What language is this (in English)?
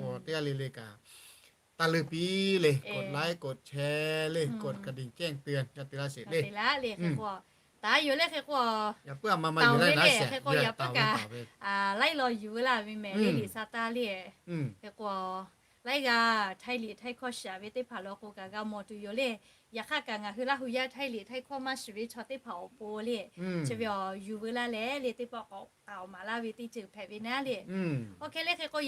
Lahu